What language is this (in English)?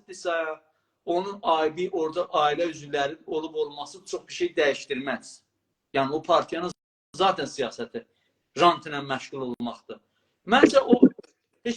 South Azerbaijani